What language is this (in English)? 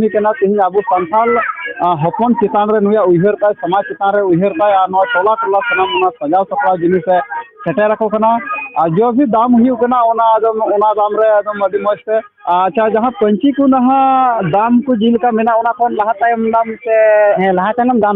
Santali